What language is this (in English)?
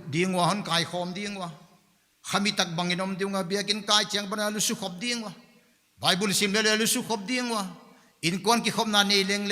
Paite Chin